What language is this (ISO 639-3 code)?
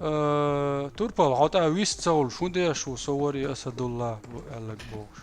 che